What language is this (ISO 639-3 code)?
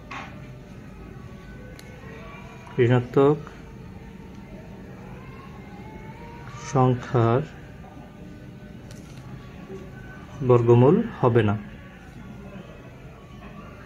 ben